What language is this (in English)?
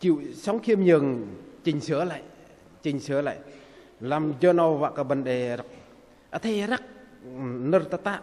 Bahnar